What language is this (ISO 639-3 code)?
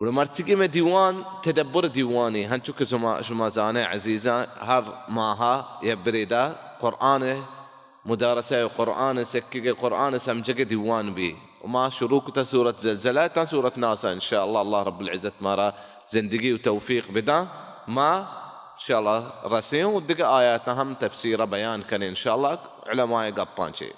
bal